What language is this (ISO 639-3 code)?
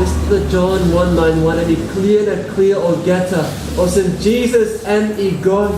tpi